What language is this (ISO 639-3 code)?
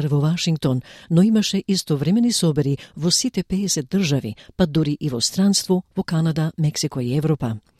mkd